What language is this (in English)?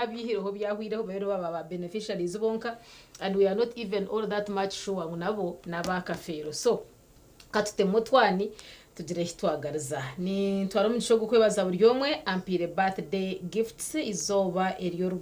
Nyankole